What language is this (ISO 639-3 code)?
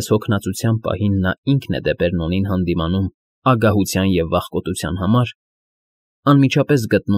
hye